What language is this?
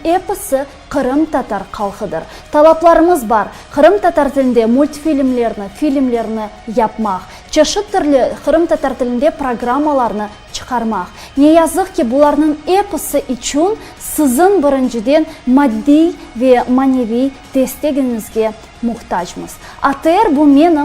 Crimean Tatar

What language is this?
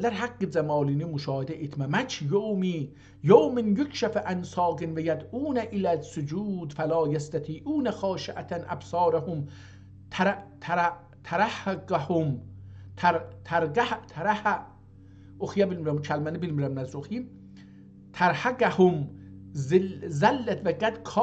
South Azerbaijani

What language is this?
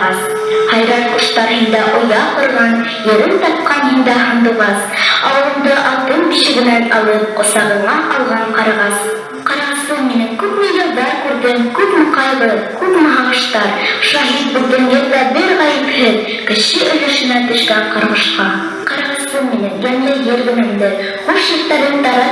Bashkir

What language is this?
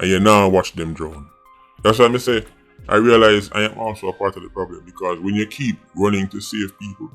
Jamaican Creole English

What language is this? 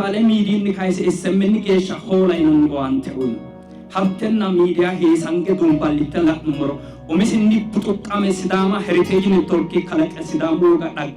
Sidamo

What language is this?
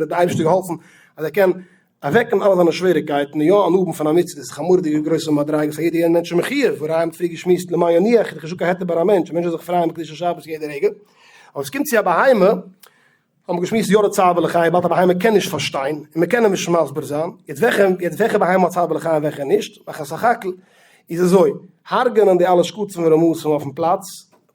Yiddish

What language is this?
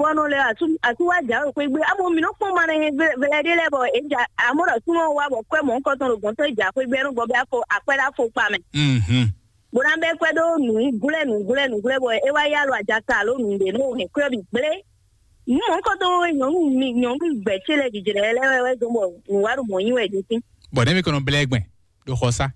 Fon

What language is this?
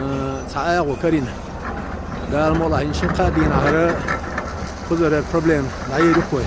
Chechen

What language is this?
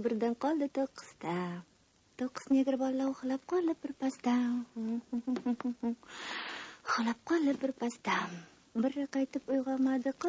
Uzbek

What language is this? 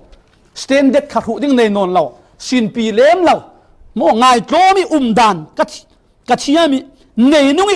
Falam Chin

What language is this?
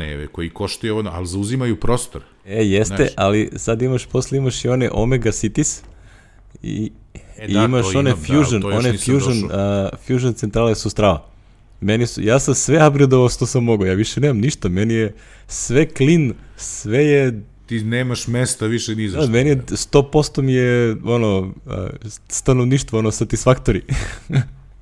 Serbian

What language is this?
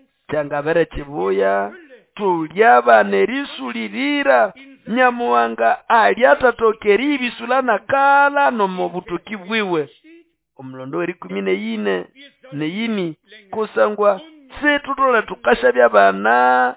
Nande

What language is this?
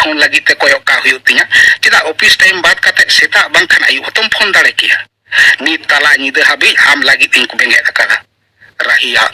Santali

